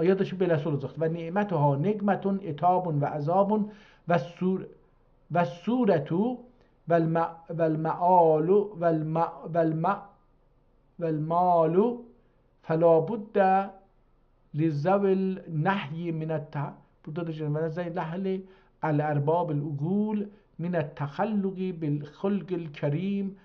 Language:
South Azerbaijani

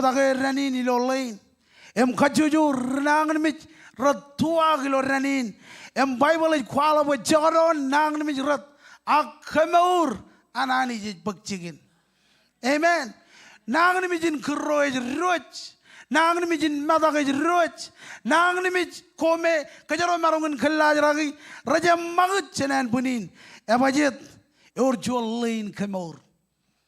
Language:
Marshallese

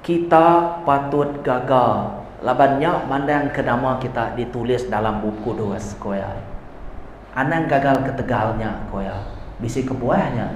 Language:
Iban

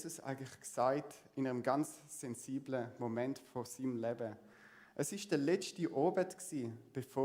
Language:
Swiss German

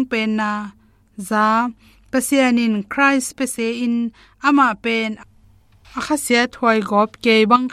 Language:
Tedim Chin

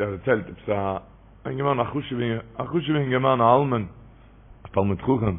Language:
Yiddish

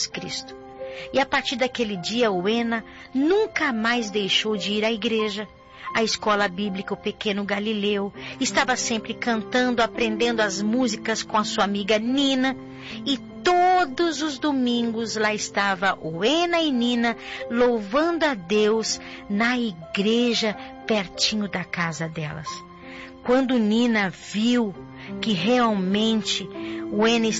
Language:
Portuguese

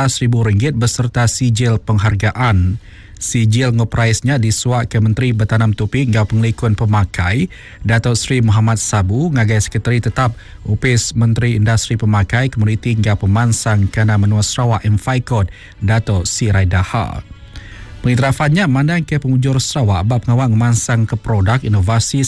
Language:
Iban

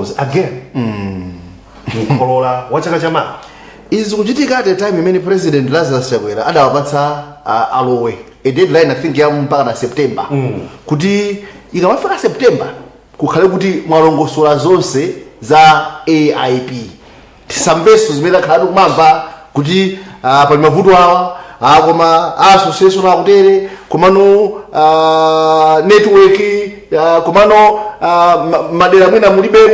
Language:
Nyanja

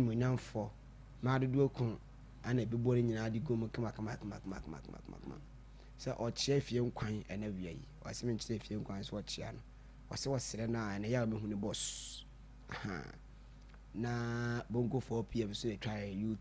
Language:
Akan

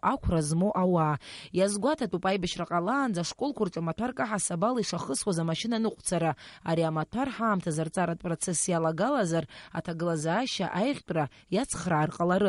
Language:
Abkhazian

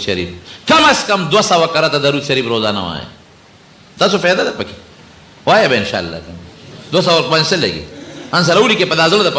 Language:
Pashto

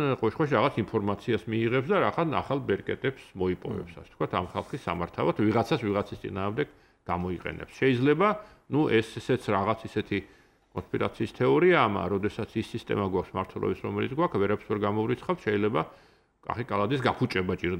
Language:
Georgian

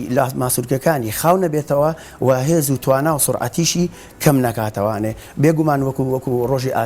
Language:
Central Kurdish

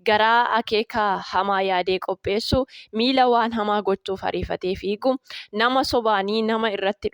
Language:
Oromo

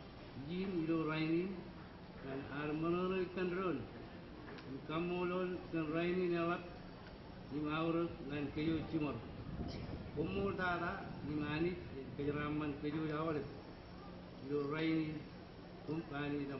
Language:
Marshallese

